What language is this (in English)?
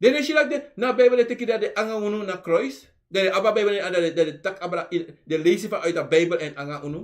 Sranan Tongo